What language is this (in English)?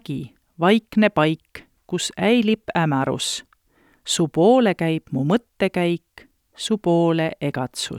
Estonian